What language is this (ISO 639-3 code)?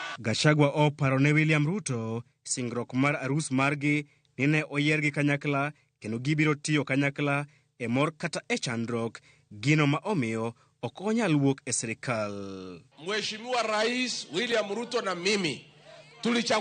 luo